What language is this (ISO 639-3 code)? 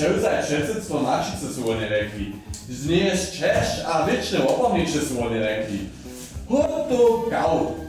hsb